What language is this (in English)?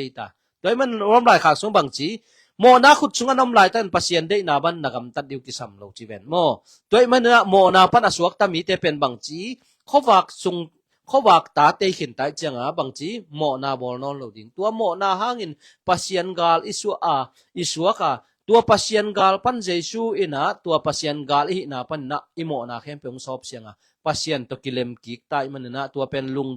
Tedim Chin